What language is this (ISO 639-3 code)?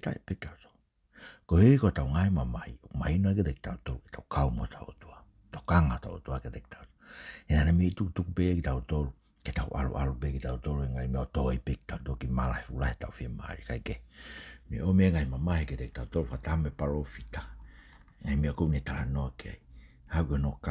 ton